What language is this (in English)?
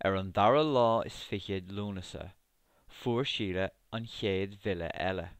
Irish